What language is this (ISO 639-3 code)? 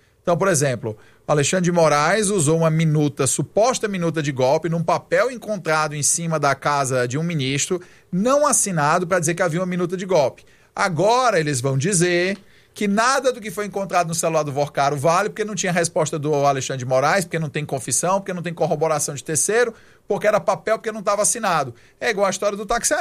por